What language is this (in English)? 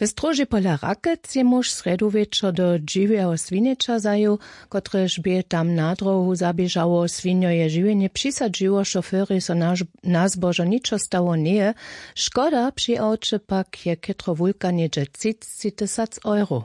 Upper Sorbian